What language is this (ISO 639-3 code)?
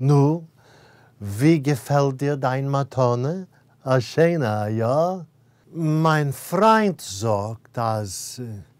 yid